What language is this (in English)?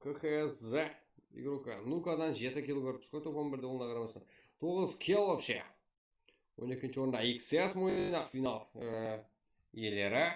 Kara-Kalpak